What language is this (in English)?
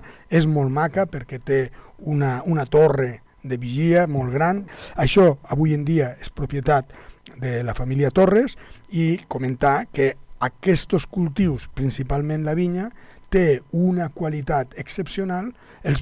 Catalan